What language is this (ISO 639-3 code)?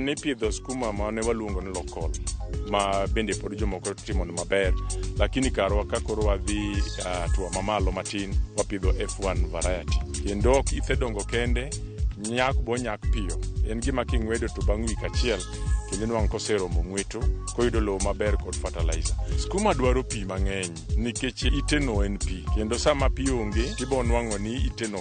luo